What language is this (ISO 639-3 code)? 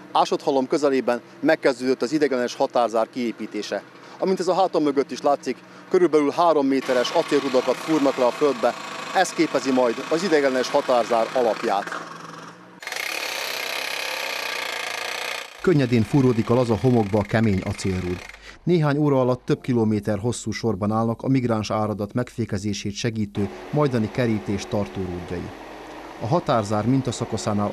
hun